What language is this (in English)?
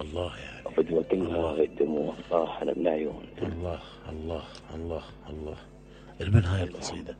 Mesopotamian Arabic